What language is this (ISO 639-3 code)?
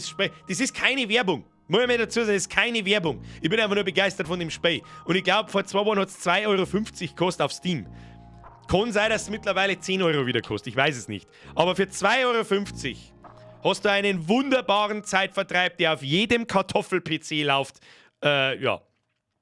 bar